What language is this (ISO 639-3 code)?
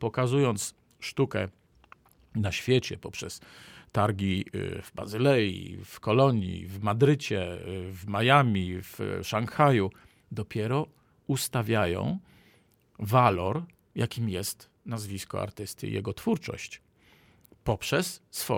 pol